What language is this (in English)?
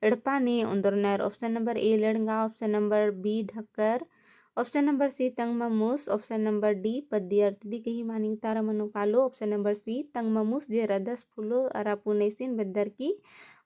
Kurukh